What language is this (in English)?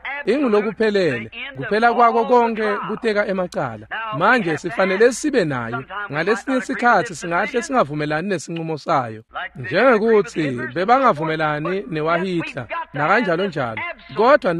Swati